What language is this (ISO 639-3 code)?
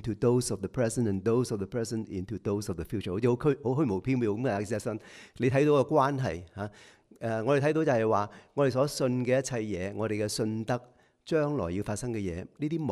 yue